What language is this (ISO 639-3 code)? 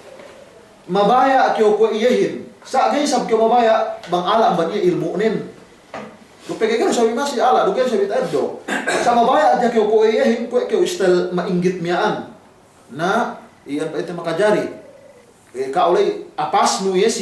yka